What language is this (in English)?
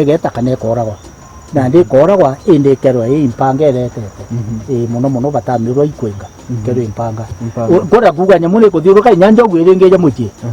Meru